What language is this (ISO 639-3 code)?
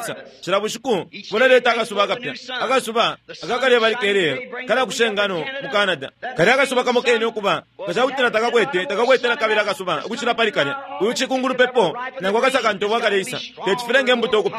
bem